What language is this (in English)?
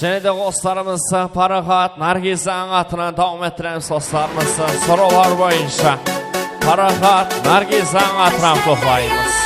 Kara-Kalpak